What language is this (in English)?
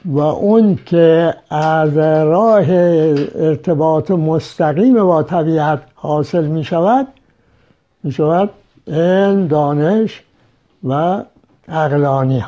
Persian